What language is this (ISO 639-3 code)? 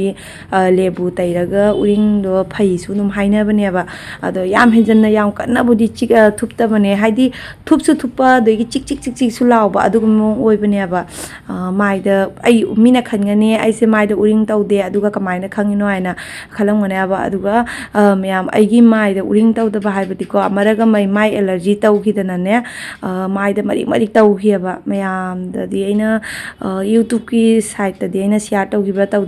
mni